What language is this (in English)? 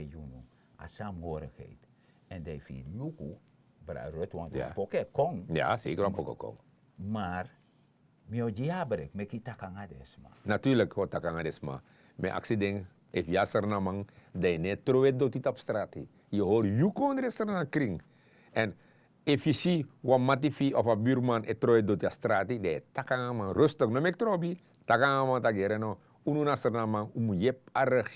Sranan Tongo